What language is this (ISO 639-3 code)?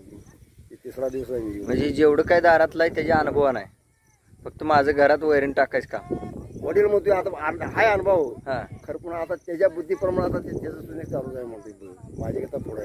mar